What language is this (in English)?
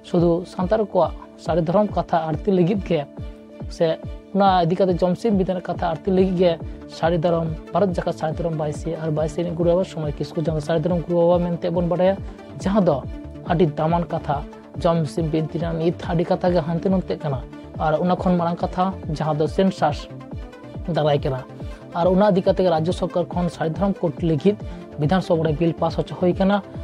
Santali